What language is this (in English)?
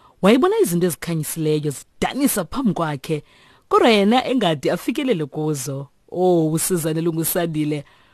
Xhosa